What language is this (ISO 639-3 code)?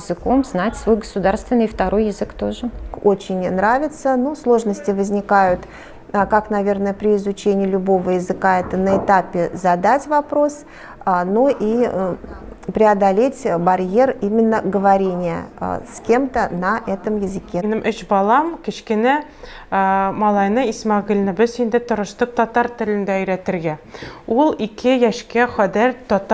tat